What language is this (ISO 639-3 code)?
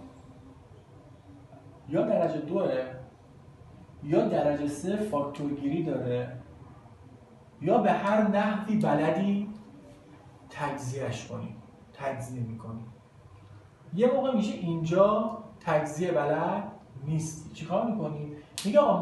fas